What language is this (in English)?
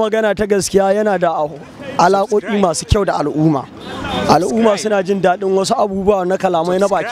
Hausa